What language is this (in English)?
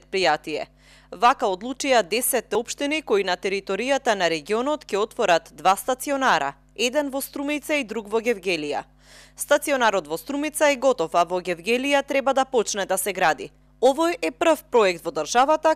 Macedonian